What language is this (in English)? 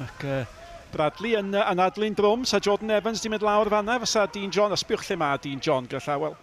Welsh